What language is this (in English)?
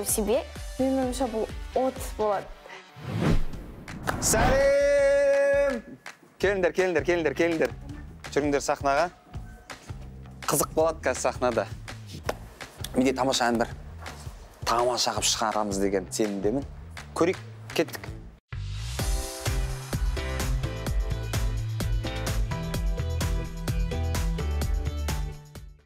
Kazakh